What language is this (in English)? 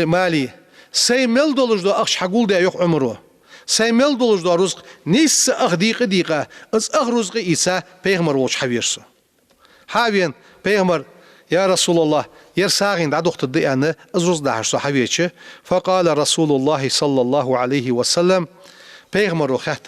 Ingush